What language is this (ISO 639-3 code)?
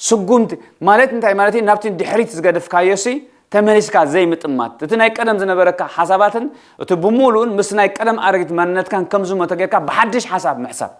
tir